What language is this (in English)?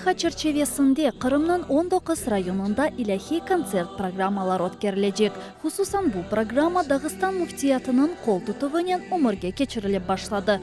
Crimean Tatar